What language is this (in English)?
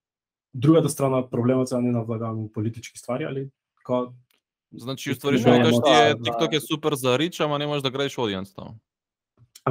Macedonian